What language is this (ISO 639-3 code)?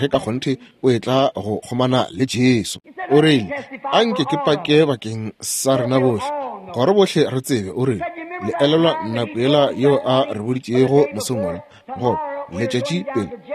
nso